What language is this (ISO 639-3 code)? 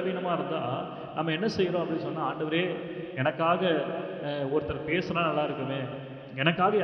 tam